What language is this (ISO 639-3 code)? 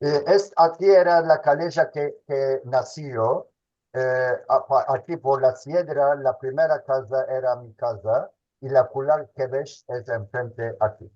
lad